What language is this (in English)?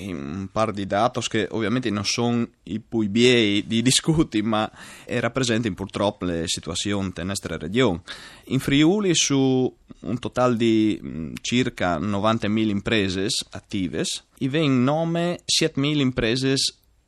Friulian